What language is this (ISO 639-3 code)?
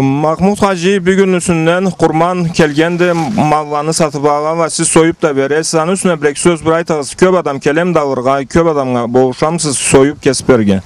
krc